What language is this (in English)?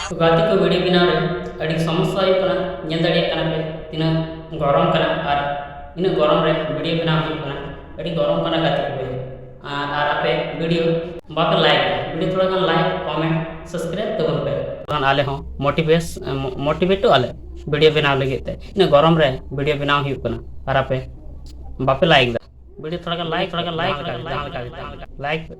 Santali